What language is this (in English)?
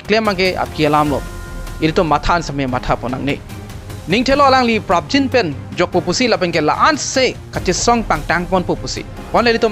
Karbi